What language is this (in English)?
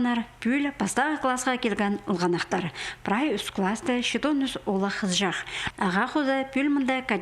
Khakas